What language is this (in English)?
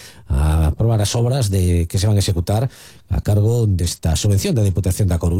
Galician